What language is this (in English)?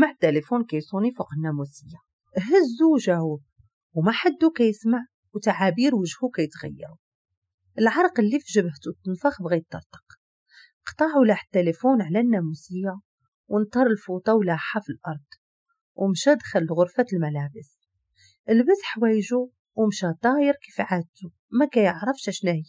Moroccan Arabic